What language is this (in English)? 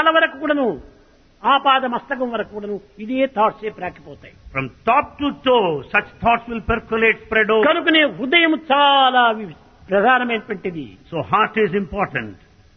Telugu